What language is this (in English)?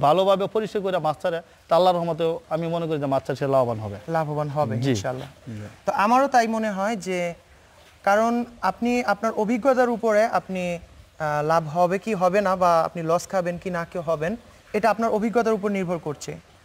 Bangla